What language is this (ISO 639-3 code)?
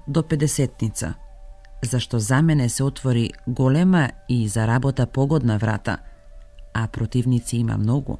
mkd